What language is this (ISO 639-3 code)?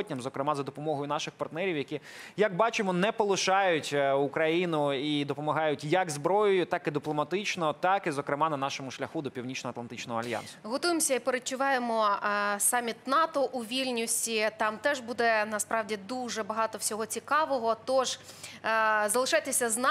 ukr